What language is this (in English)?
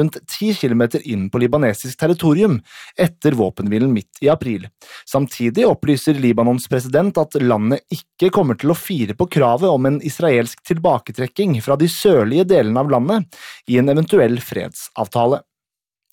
Norwegian